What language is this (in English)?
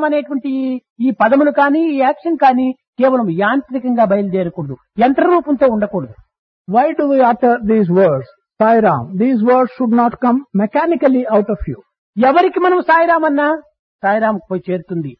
Telugu